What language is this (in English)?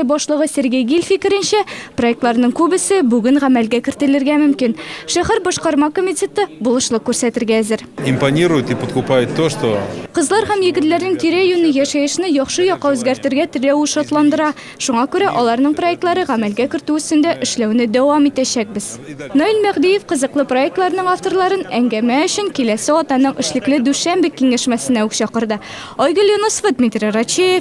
Tatar